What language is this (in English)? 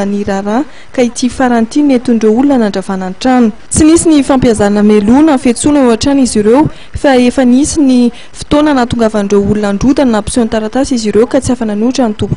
Malagasy